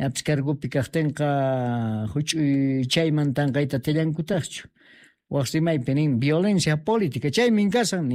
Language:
Quechua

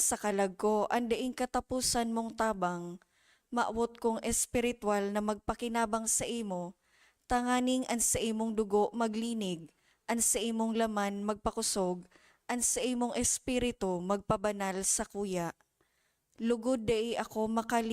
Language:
Bikol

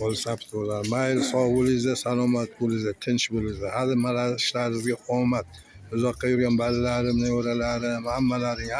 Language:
Uzbek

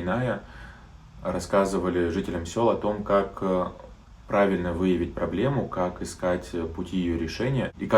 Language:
Abkhazian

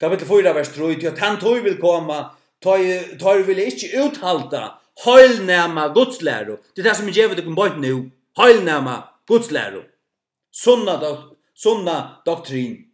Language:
Faroese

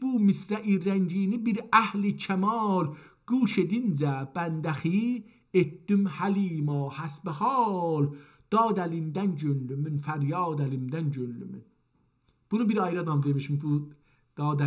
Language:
South Azerbaijani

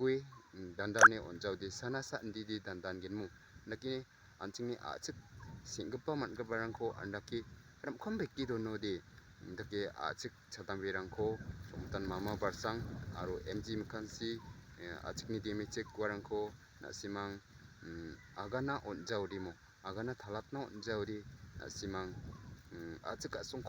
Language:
Garo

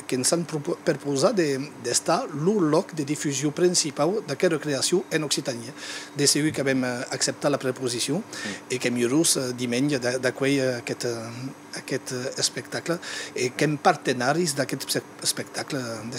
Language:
Occitan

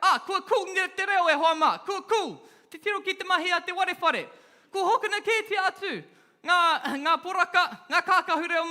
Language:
Māori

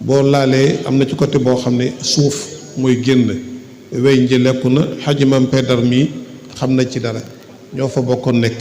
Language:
Wolof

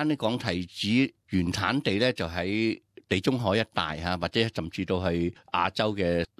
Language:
Cantonese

